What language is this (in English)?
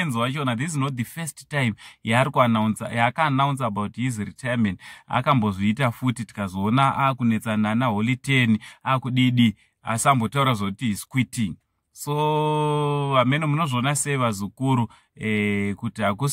Shona